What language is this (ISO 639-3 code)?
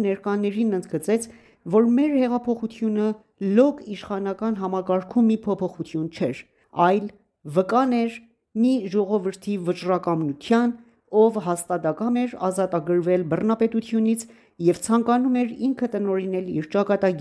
hye